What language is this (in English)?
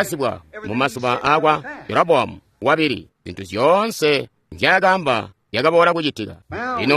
Tonga (Zambia)